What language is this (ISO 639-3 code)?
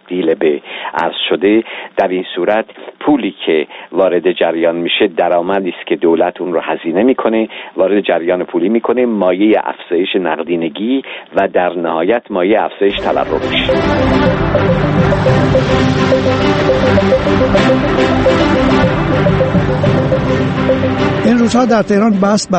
fas